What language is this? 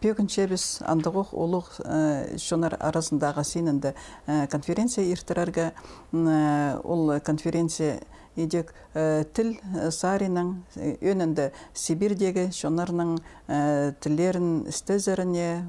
Khakas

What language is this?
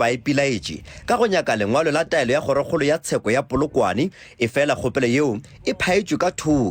Northern Sotho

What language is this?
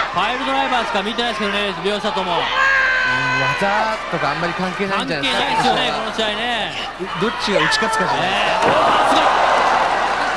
Japanese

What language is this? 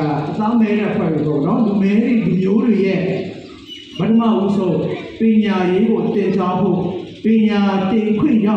Burmese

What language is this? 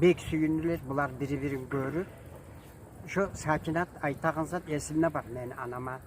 Kumyk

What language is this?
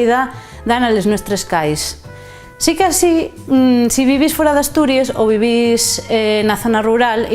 Asturian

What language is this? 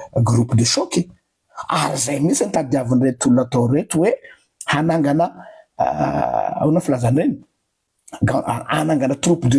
Malagasy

